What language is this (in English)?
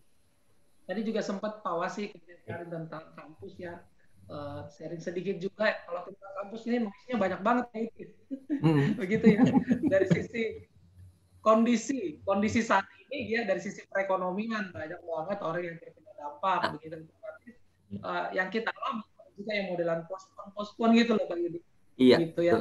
Indonesian